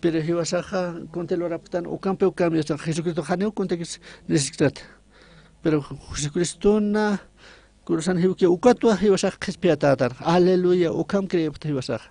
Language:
Aymara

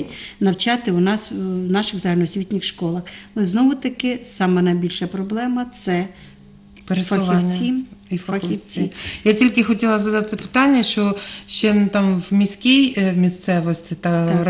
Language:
Ukrainian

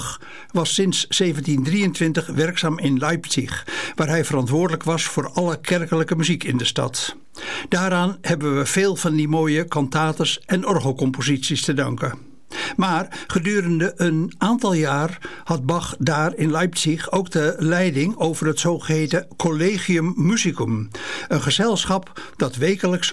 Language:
Dutch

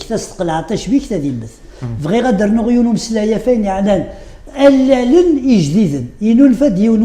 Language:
Kabyle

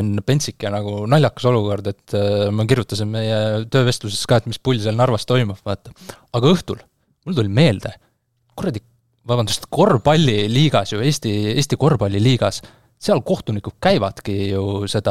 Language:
Estonian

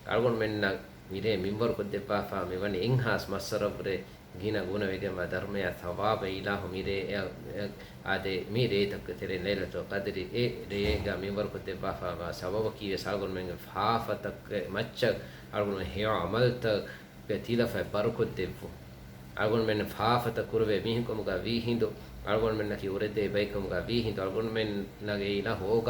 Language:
Divehi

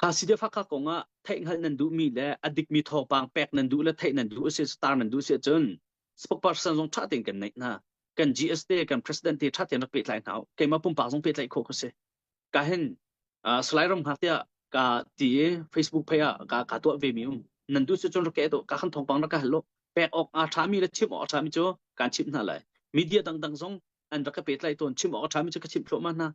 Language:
Hakha Chin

